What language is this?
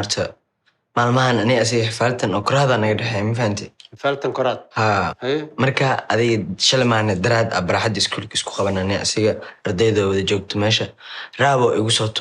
Somali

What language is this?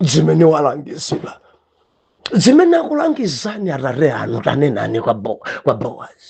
Nyanja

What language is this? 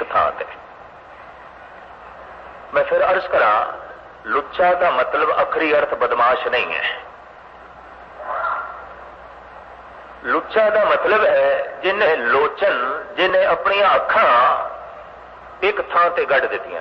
Punjabi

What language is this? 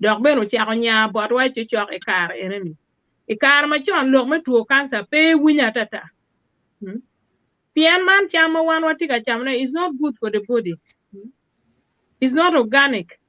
Acoli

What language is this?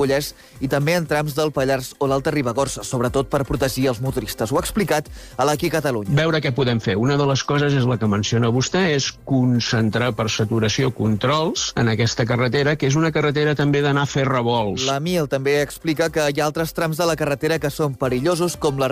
Catalan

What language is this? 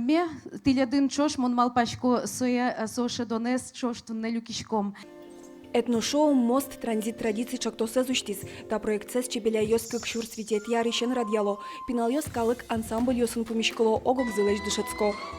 Udmurt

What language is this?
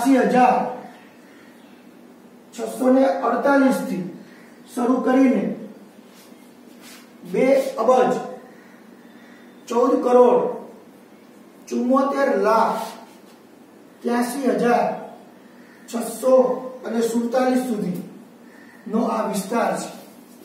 Gujarati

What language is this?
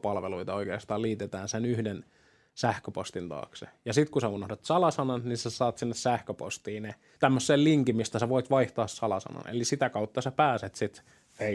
Finnish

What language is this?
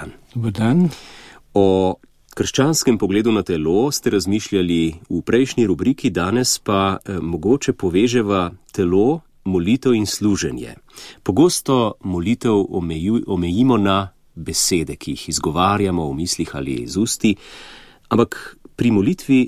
Slovenian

